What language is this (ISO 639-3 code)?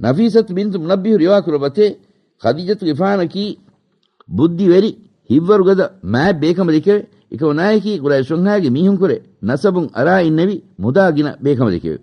div